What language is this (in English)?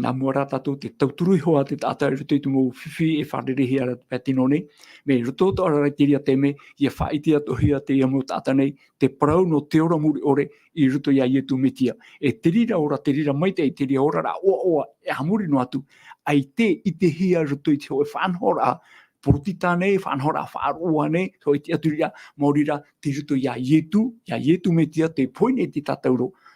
Tahitian